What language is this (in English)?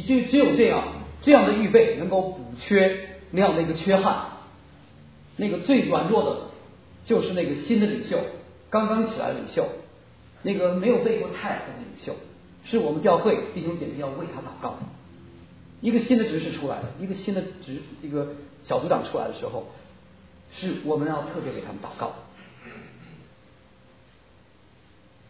Chinese